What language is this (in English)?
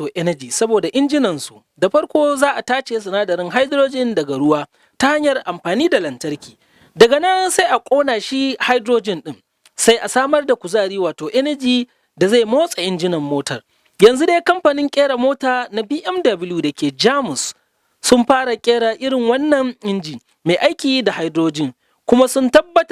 Hausa